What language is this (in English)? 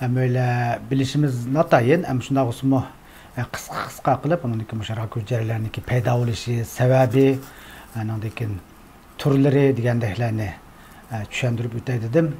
Uyghur